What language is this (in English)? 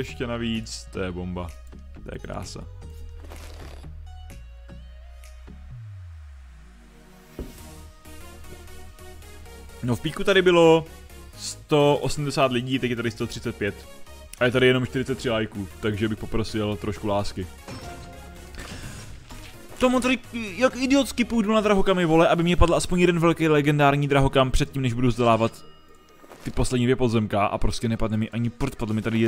Czech